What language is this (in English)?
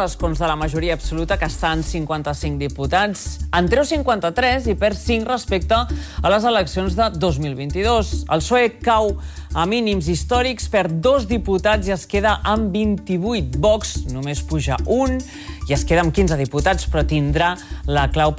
Catalan